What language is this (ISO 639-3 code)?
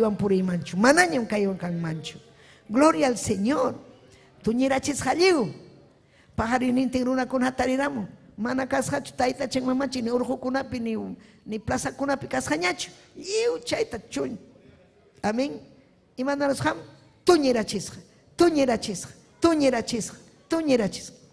quy